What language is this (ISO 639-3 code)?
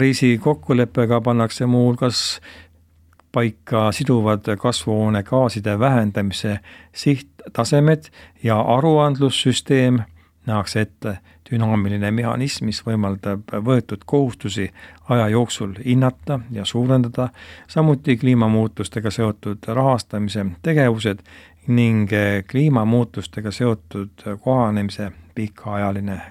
est